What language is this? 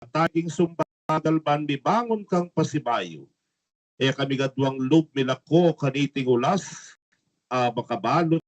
Pampanga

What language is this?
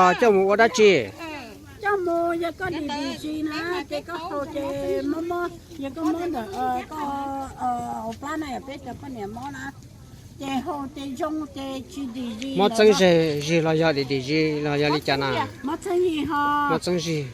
Hmong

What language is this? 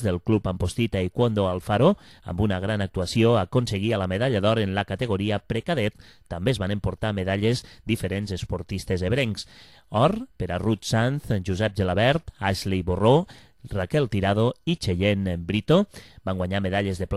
Catalan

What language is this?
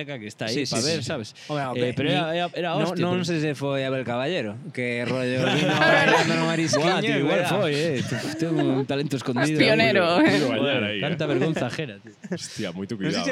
Galician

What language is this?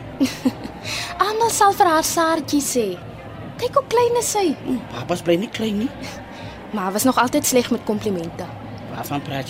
Afrikaans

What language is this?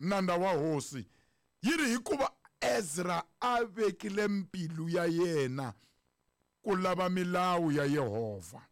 Tsonga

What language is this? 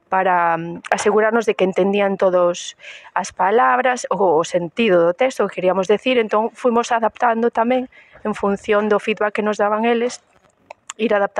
Galician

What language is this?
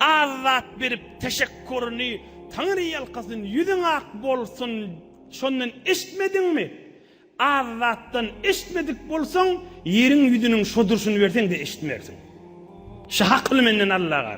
Turkmen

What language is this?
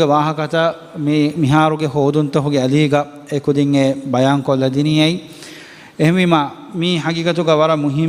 Divehi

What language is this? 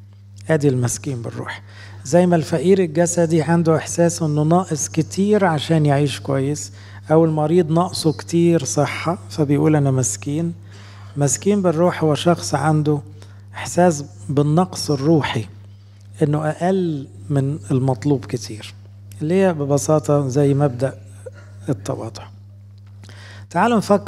Egyptian Arabic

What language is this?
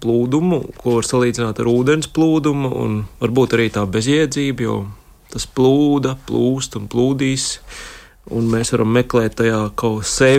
Latvian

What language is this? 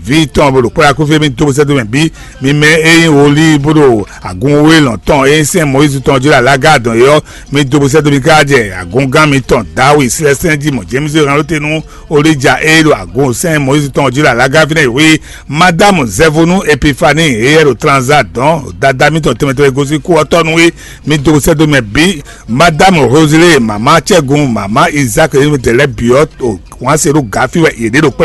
Fon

